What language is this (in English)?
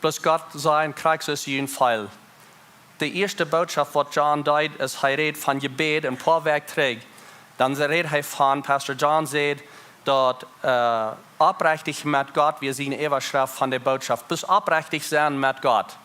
Plautdietsch